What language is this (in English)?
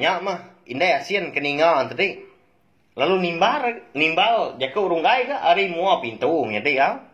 Iban